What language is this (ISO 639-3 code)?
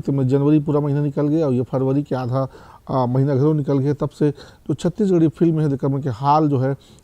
hne